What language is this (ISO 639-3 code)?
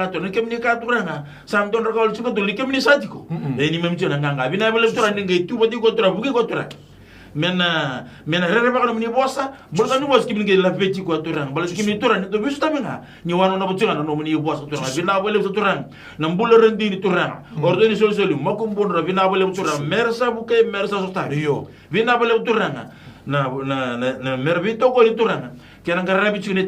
fij